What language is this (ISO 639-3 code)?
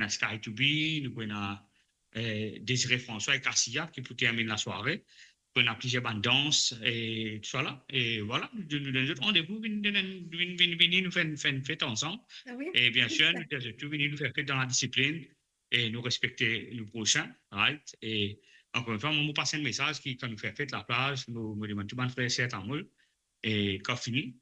mfe